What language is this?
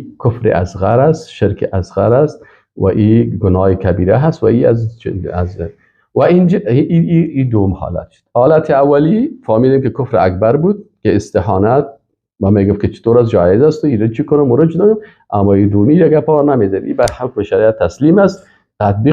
Persian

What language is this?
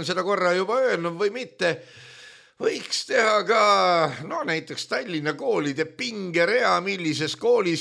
Estonian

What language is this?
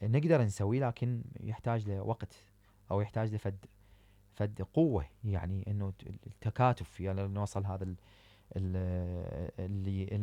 Mesopotamian Arabic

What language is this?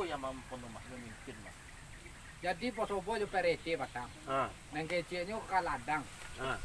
Minangkabau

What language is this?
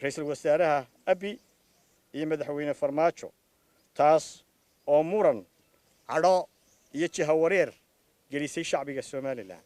Somali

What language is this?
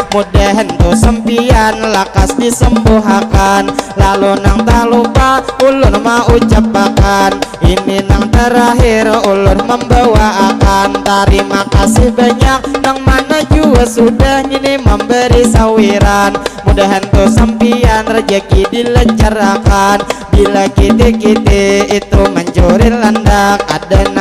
Banjar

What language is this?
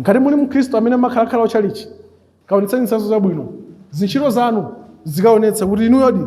Nyanja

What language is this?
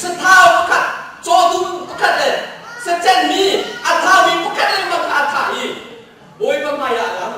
Hakha Chin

